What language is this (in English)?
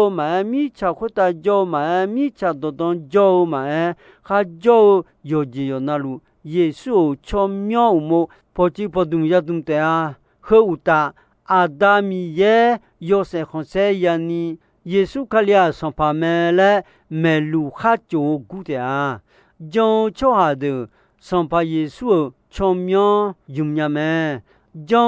Akha